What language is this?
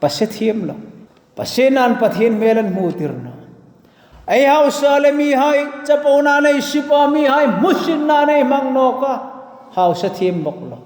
Hmar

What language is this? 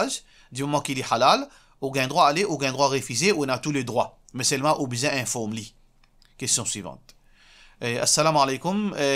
Morisyen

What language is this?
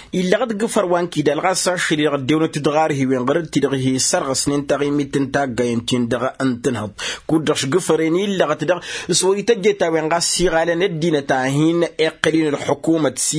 Tamasheq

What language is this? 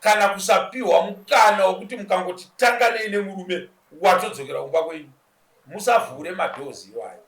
Shona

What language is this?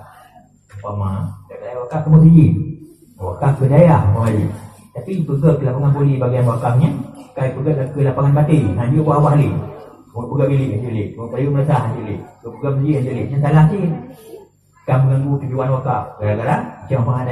Achinese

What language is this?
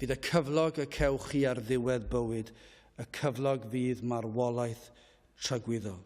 Welsh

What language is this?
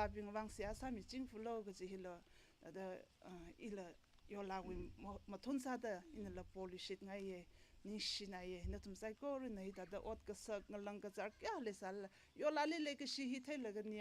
Tangkhul Naga (India)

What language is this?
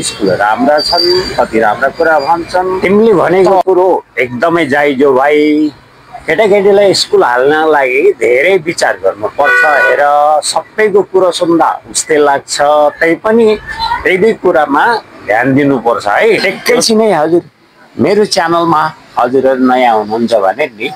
Nepali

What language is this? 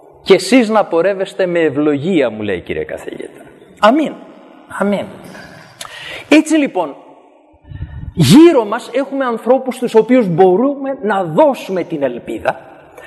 Greek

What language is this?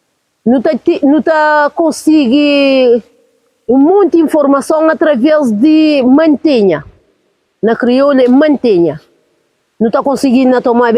Kabuverdianu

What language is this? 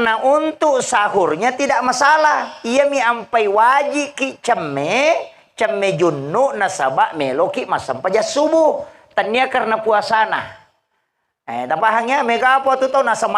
Buginese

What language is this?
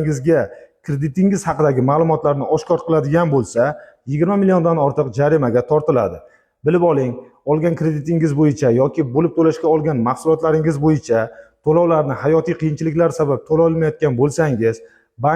Uzbek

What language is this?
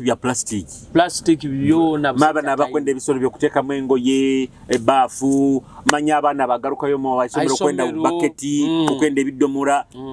Nyoro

